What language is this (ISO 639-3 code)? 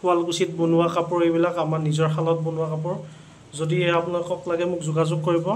asm